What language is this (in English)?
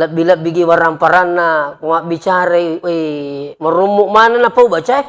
Buginese